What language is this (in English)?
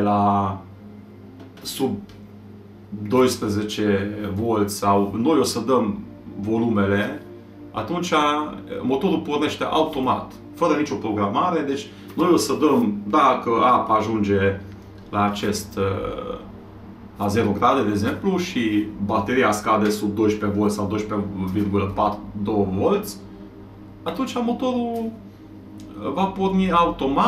Romanian